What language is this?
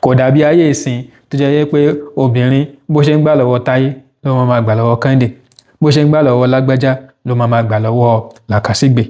Yoruba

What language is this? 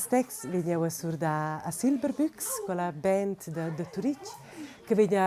Romansh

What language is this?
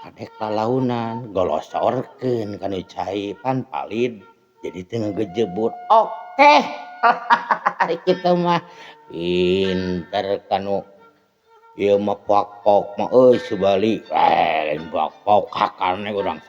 Sundanese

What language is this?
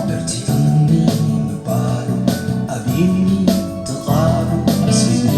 Tigrinya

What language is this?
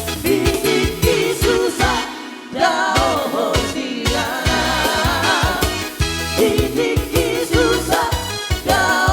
Batak Toba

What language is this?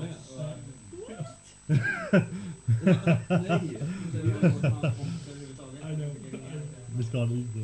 Swedish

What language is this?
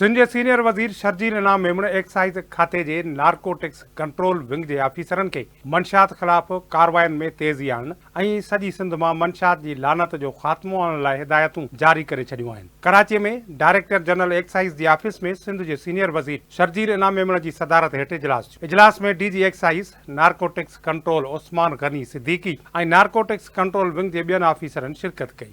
Sindhi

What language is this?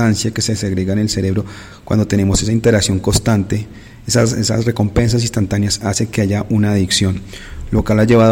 Spanish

